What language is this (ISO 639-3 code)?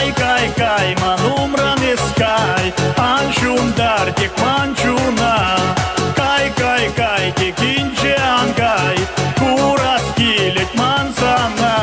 chv